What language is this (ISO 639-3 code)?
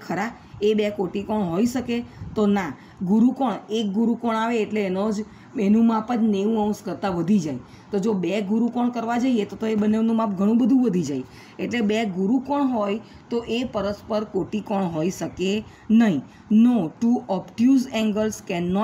guj